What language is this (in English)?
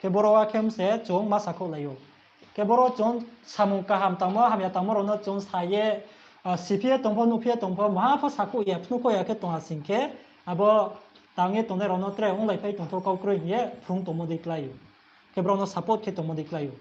Riang (India)